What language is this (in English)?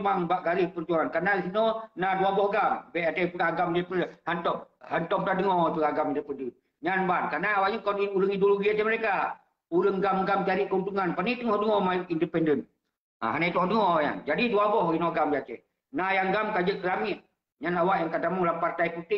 Achinese